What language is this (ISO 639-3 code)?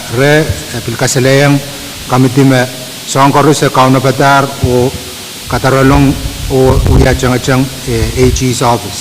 pon